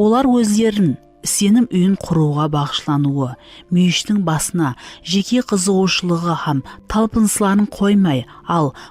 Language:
Kara-Kalpak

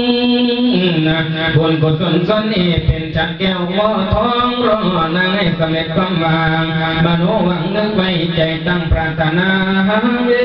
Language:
Lao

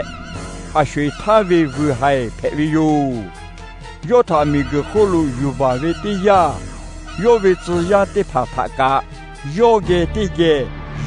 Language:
Lahu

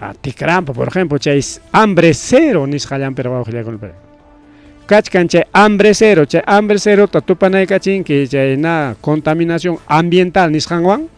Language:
Ayacucho Quechua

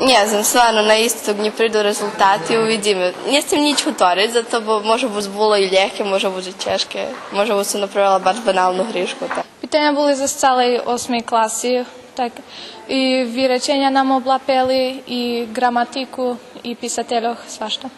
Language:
Rusyn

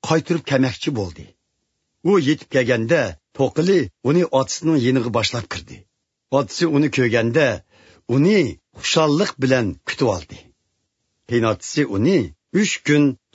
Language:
Uyghur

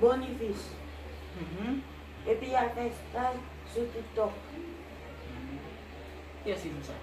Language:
Haitian Creole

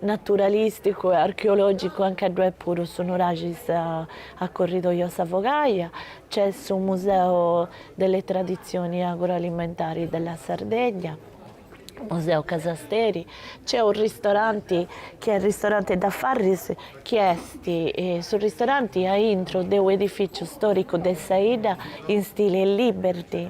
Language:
Sardinian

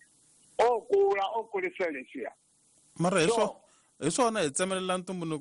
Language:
Tsonga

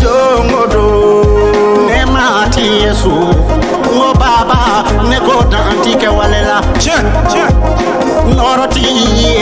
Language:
Bambara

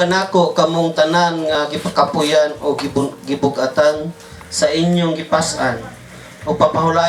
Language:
Cebuano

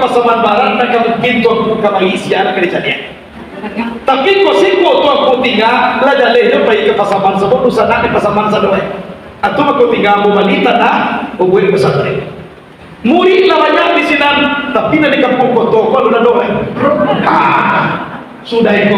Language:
Minangkabau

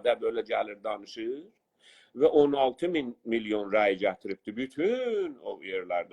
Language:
South Azerbaijani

